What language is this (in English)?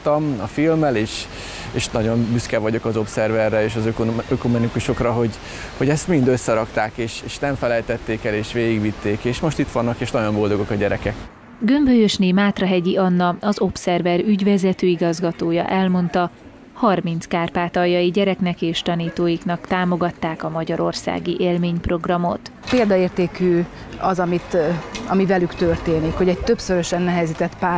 Hungarian